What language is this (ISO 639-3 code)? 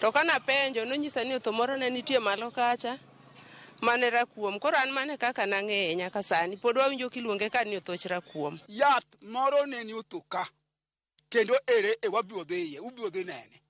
luo